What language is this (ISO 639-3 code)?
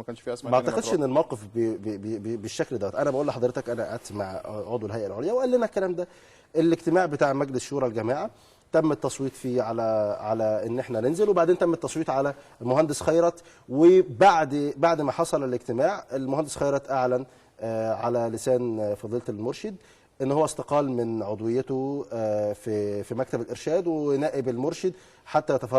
arz